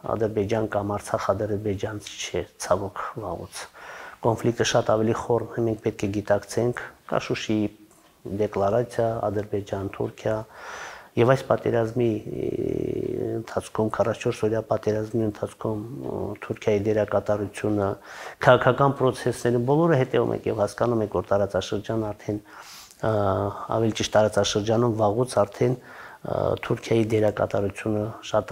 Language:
Armenian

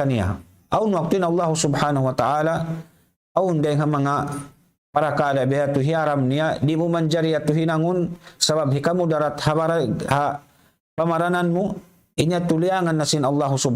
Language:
Tausug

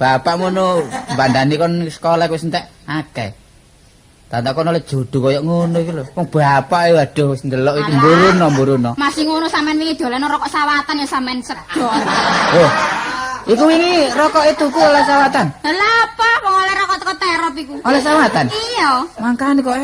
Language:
Javanese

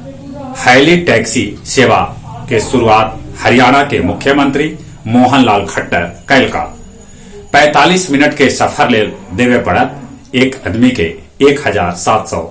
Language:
Magahi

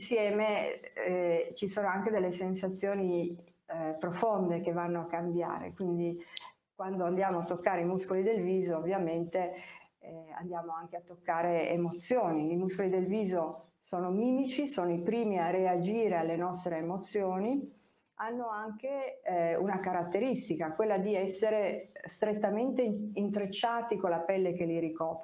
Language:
Italian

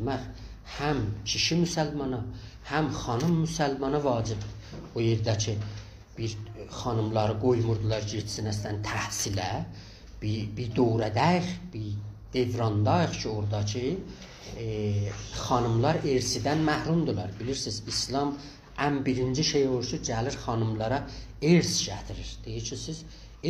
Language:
South Azerbaijani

